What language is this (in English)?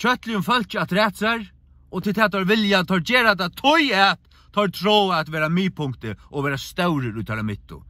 Faroese